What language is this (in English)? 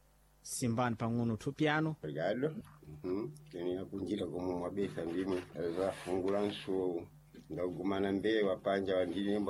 Sena